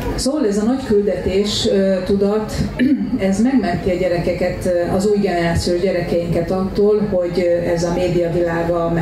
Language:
Hungarian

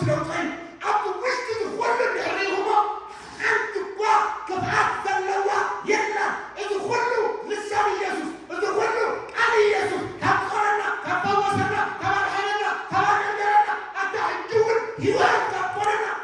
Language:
Tigrinya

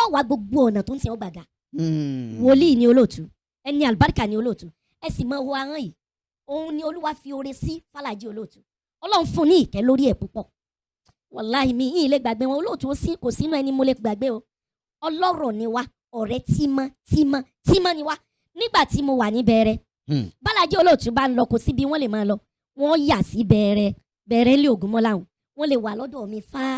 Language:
Yoruba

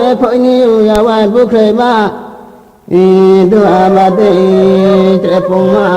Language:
Riang (India)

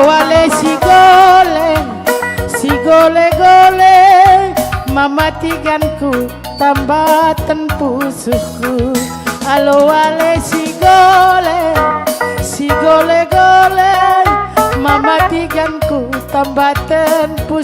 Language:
Batak Karo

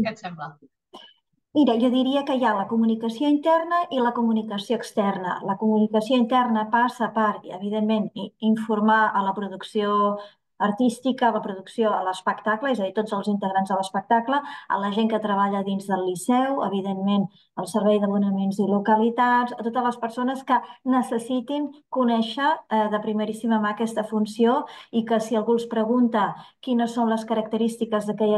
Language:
Catalan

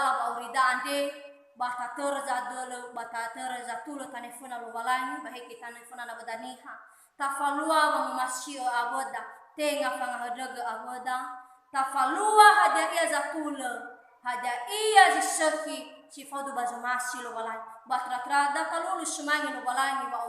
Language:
Nias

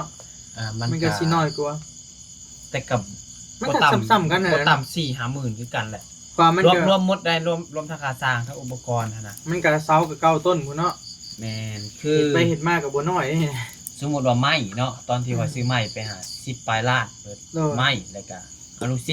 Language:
Lao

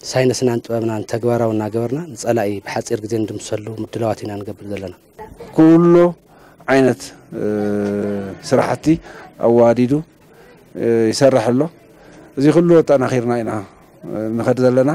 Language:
Tigrinya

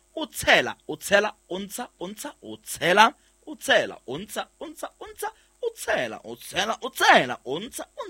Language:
Southern Sotho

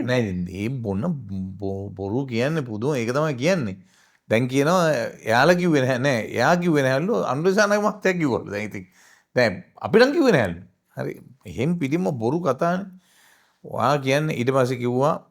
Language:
Sinhala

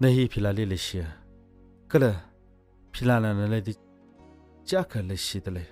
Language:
Tangkhul Naga (India)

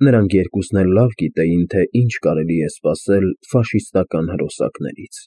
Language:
Armenian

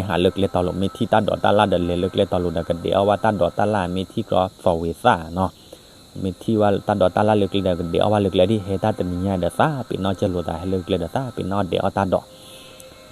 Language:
S'gaw Karen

